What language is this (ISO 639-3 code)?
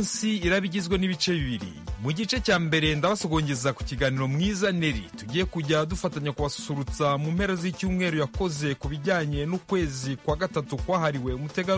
kin